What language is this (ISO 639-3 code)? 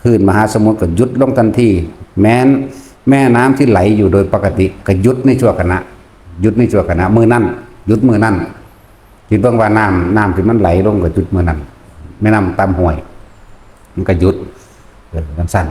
tts